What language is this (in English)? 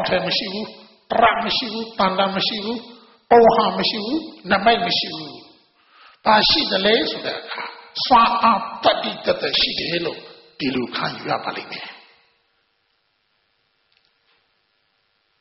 Burmese